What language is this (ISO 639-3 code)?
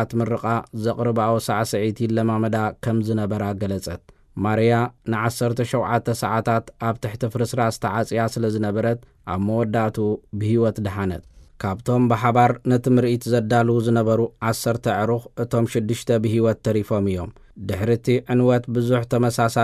tir